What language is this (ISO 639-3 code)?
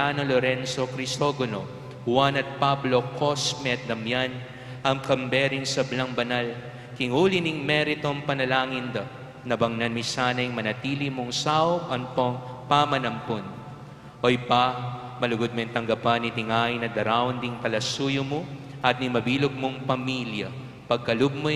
pam